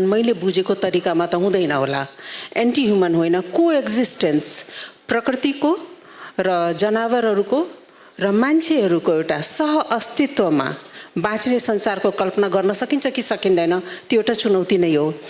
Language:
Nepali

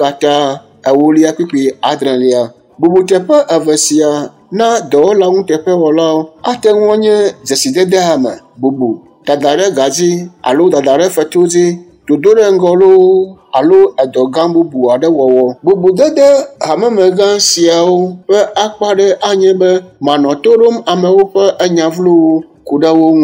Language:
Ewe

